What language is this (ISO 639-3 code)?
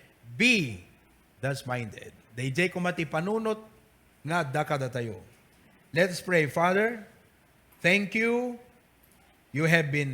ilo